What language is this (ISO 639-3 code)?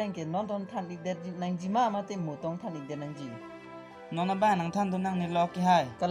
mjw